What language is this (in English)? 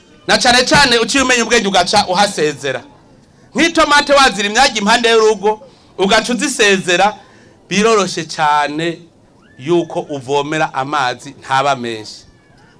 Rundi